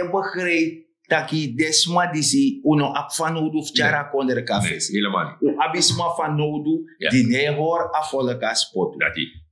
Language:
Sranan Tongo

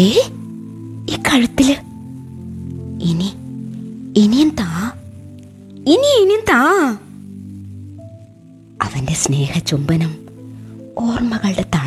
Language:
Malayalam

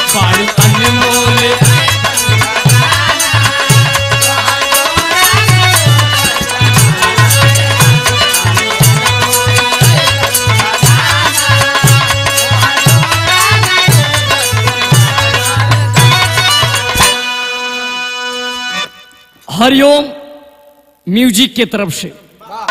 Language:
Bhojpuri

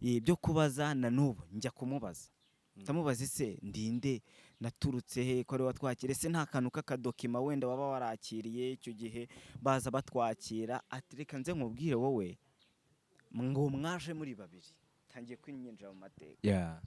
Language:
Kinyarwanda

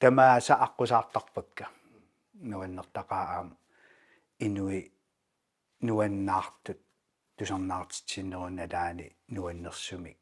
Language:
Kalaallisut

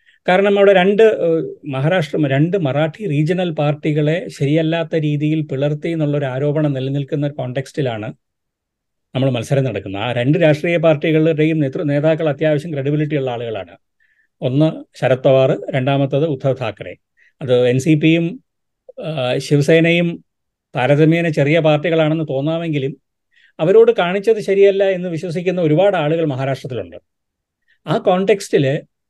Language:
Malayalam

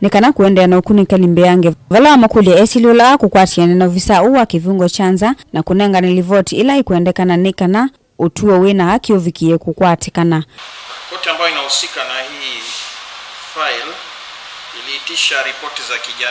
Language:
Kamba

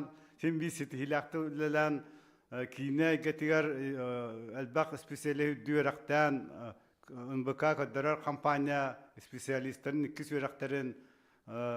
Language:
Yakut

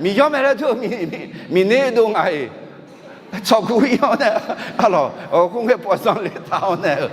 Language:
Akha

